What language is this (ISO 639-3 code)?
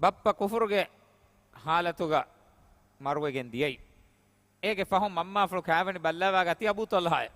div